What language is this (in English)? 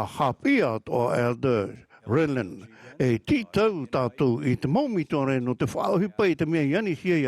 Tahitian